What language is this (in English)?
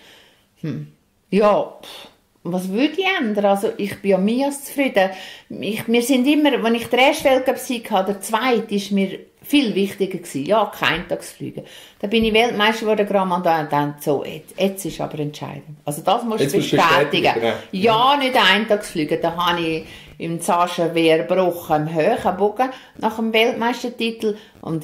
Swiss German